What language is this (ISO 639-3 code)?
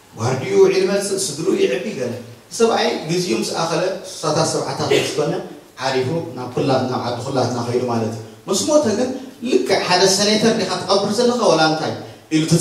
tir